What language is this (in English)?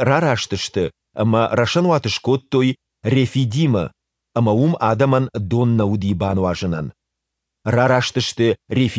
Ossetic